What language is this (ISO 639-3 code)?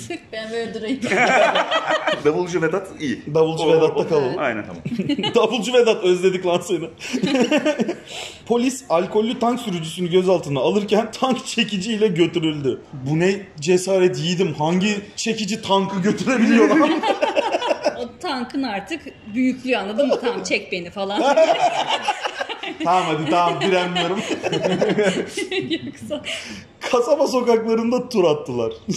tur